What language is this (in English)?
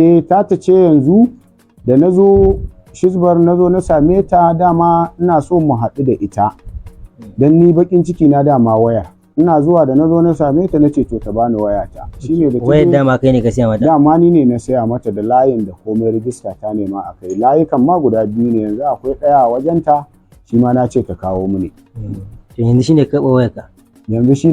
Hausa